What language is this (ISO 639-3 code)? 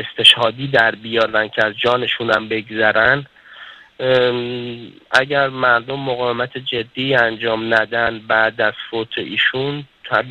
fas